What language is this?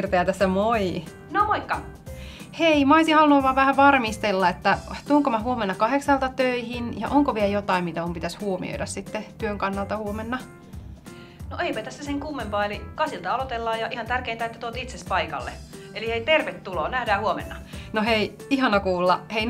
Finnish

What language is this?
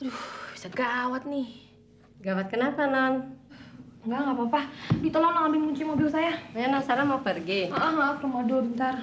Betawi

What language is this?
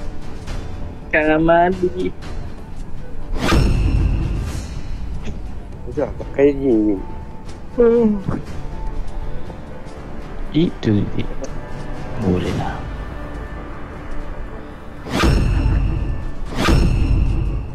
Malay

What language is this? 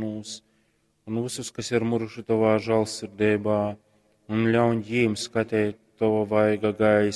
Latgalian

